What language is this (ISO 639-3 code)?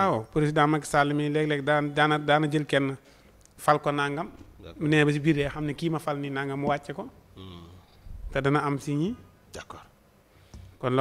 wol